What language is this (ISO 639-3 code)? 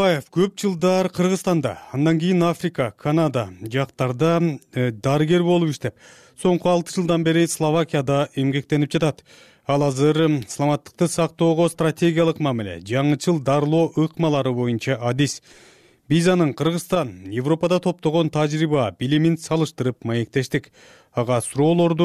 kir